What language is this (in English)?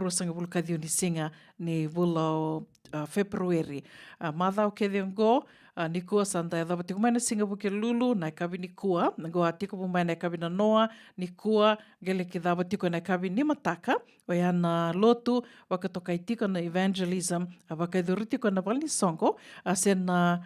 Fijian